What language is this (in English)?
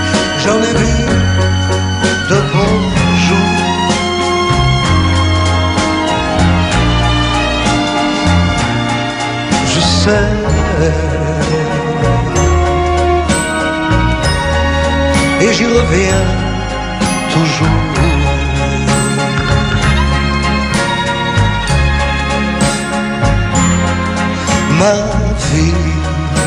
French